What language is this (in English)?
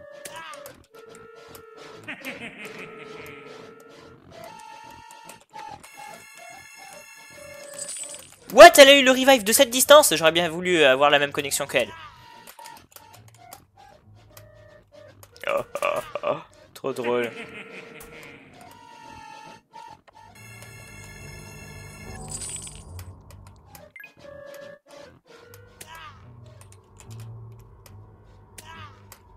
French